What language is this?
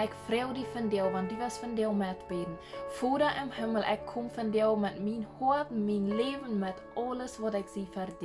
Plautdietsch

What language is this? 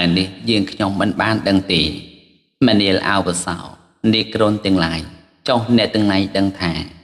Khmer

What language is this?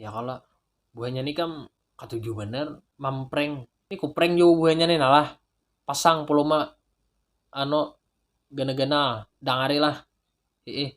Banjar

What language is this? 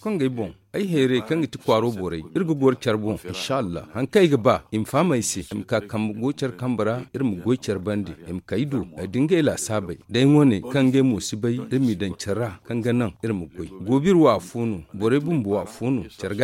Zarma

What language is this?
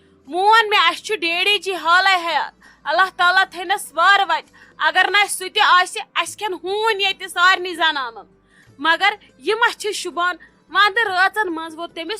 Kashmiri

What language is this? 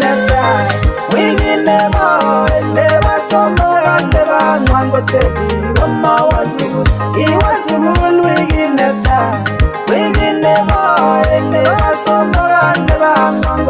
Kalenjin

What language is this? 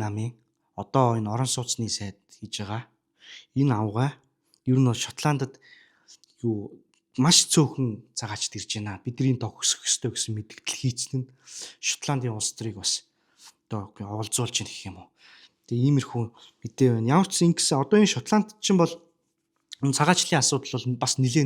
Mongolian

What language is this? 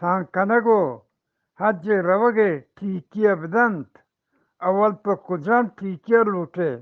Eastern Balochi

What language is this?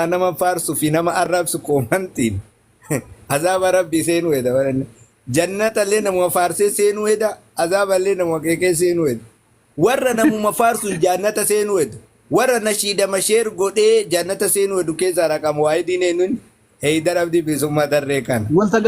Oromo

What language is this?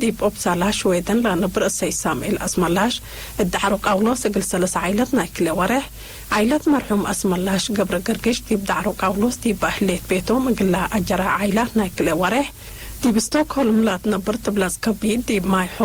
Tigre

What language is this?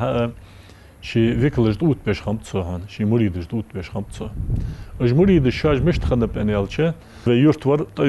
Ingush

